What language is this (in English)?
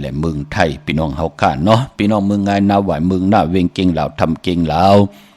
Shan